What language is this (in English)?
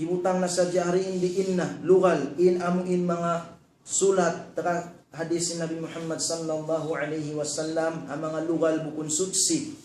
Tausug